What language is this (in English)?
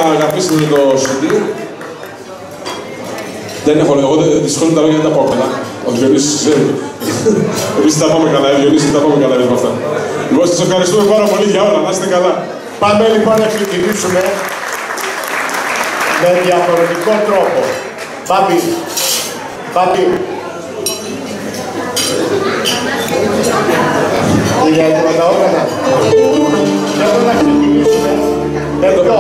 Greek